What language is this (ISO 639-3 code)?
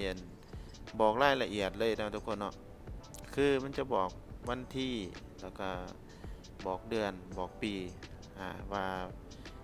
lao